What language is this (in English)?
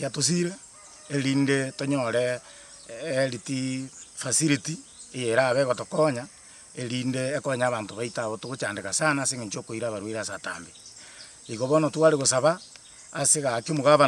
Gusii